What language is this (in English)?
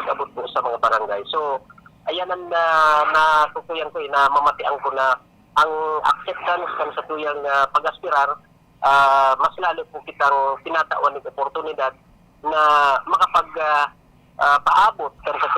Bikol